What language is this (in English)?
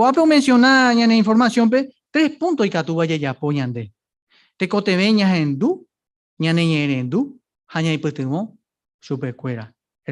Guarani